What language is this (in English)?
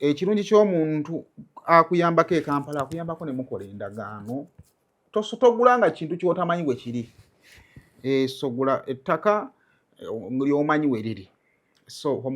Ganda